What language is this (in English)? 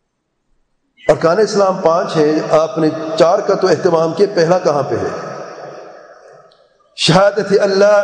Urdu